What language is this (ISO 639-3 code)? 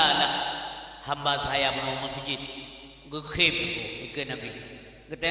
ace